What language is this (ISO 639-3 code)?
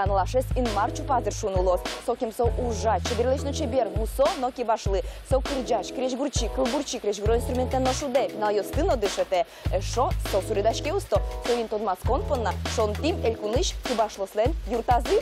udm